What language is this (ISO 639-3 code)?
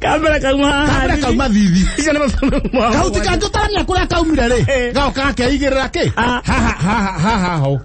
kik